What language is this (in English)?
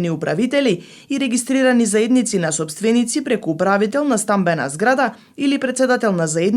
Macedonian